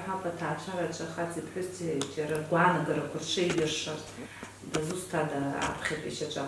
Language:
Abkhazian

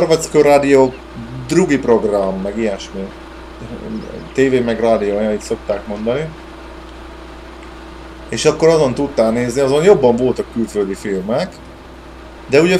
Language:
Hungarian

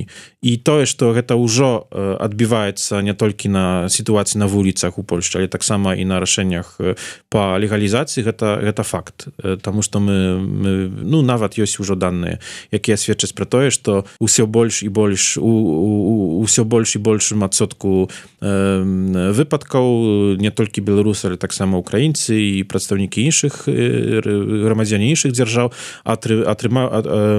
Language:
Belarusian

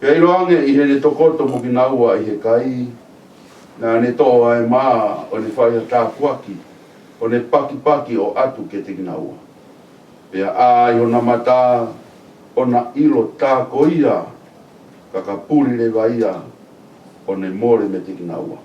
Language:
Tongan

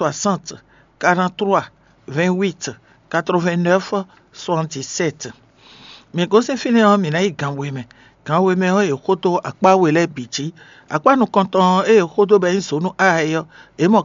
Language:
Fon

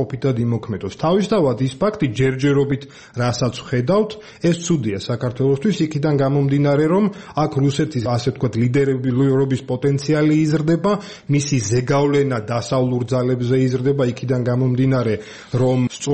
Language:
Georgian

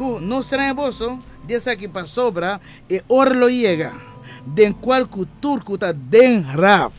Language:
Papiamento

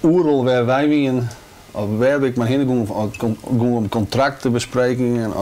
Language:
Western Frisian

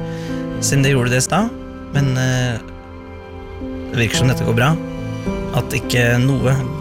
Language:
Norwegian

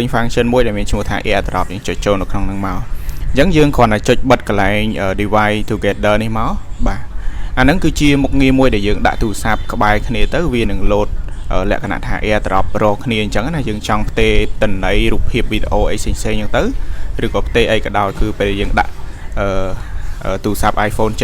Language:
Khmer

